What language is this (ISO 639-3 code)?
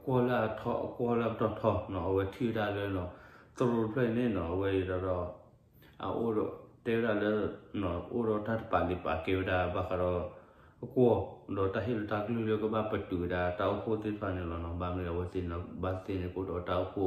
ksw